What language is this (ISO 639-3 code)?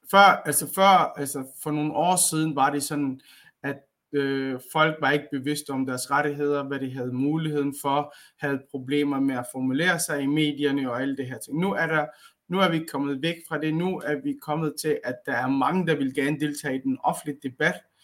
dan